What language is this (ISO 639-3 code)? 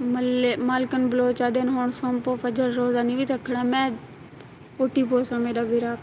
skr